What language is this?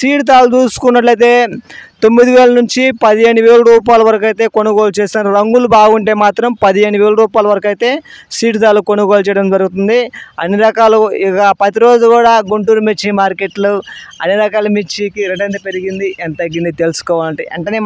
Telugu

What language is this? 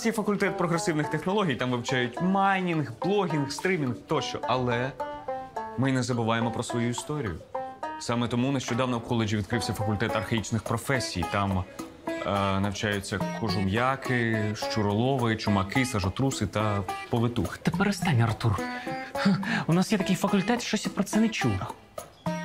Ukrainian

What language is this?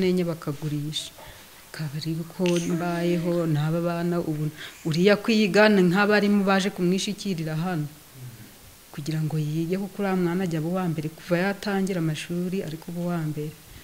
Kinyarwanda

